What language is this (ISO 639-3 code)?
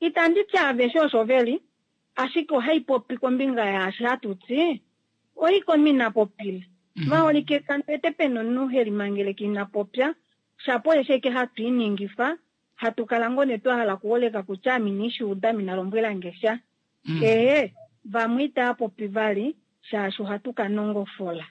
kua